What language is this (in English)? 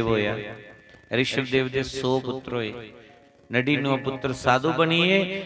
Dogri